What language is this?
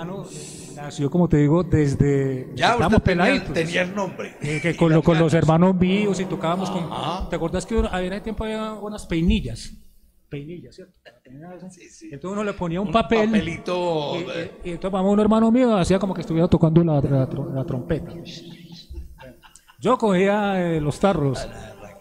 Spanish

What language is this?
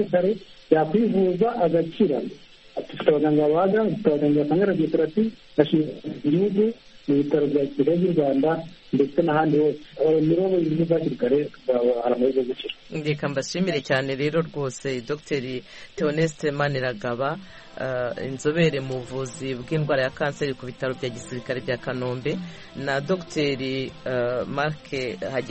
Kinyarwanda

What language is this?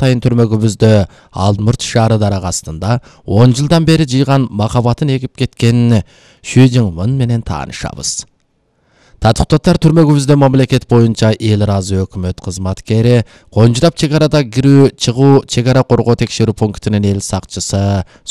Kyrgyz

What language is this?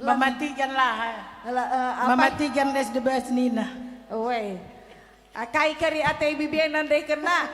Batak Karo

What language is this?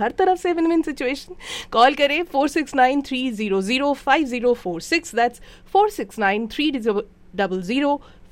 Hindi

